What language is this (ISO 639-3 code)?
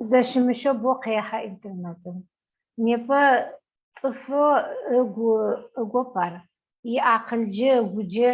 ady